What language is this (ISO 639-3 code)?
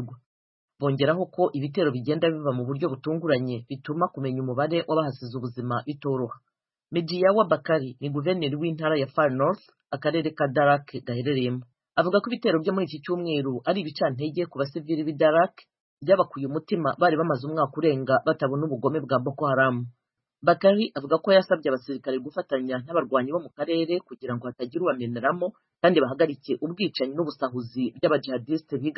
kin